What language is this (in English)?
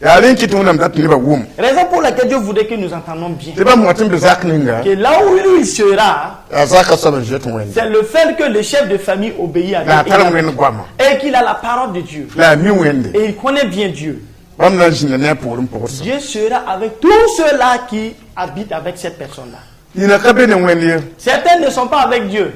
Mossi